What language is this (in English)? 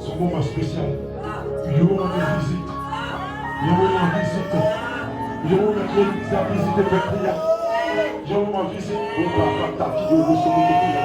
Haitian Creole